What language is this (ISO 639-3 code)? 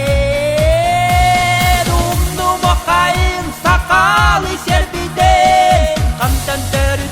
sah